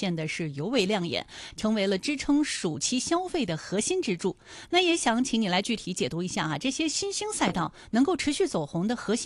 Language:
Chinese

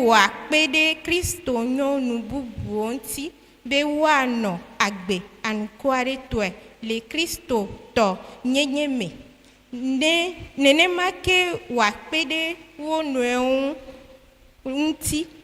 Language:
Ewe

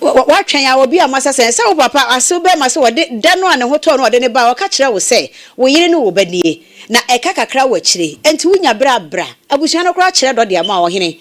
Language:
Akan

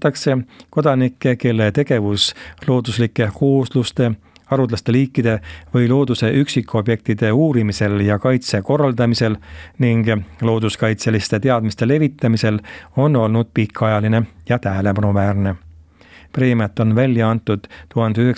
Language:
Estonian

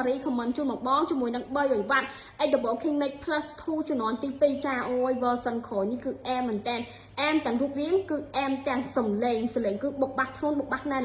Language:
Khmer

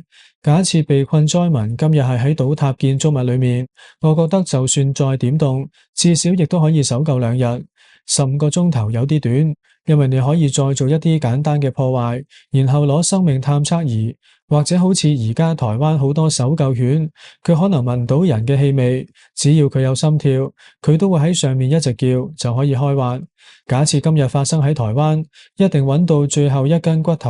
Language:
Cantonese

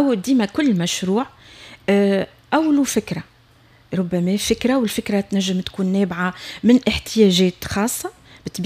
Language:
Tunisian Arabic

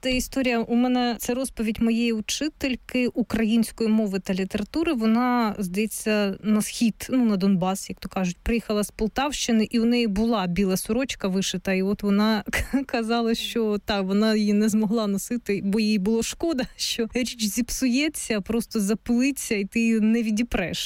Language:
Ukrainian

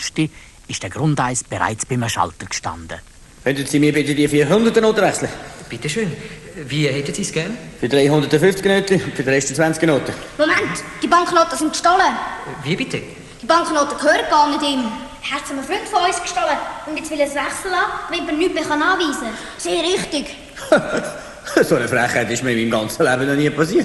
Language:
Swiss German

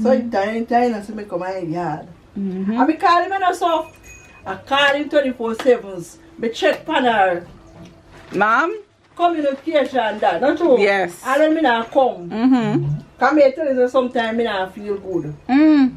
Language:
Jamaican Creole English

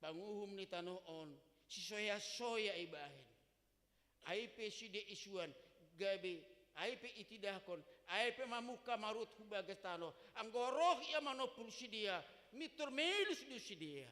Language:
Batak Simalungun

